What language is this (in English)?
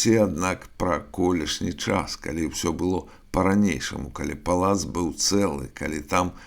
Belarusian